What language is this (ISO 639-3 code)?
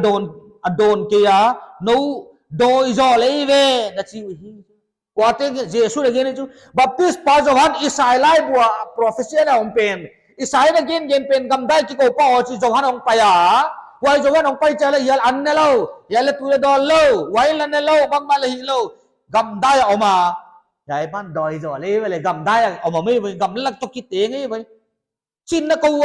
pck